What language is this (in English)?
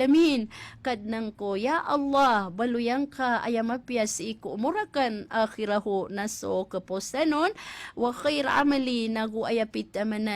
Maranao